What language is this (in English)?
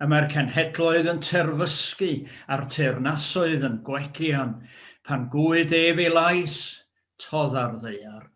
Welsh